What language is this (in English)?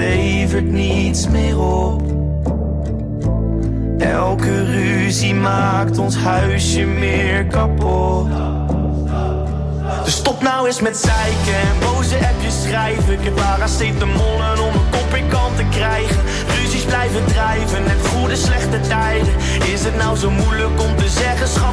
Dutch